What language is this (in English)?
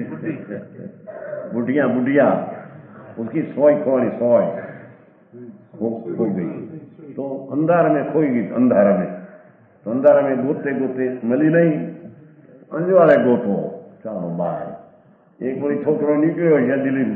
Gujarati